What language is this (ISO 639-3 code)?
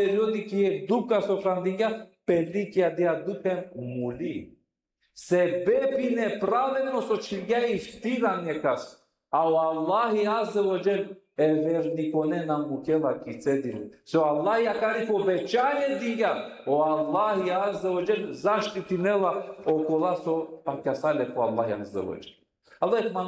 rmn